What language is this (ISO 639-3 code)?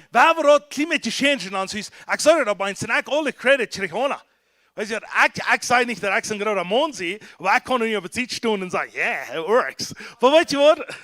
pdt